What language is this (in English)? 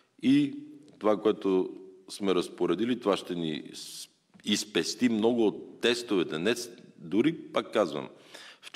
Bulgarian